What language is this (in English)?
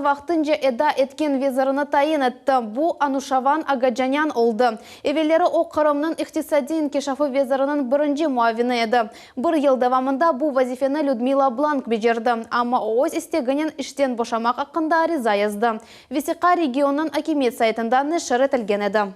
Crimean Tatar